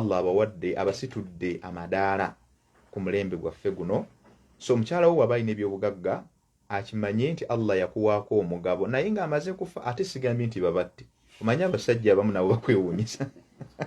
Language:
Ganda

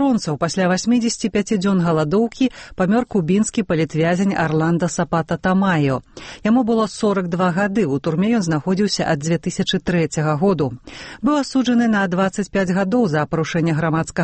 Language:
Belarusian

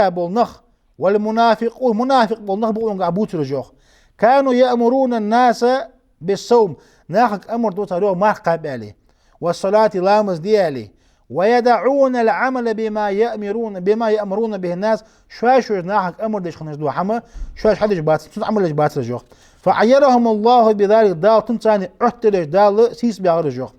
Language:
Ingush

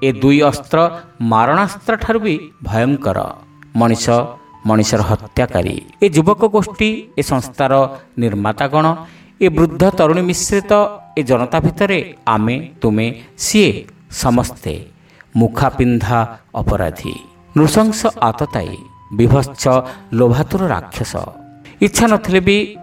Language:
Odia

